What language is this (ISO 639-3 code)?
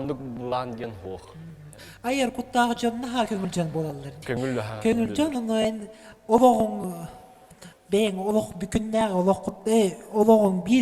sah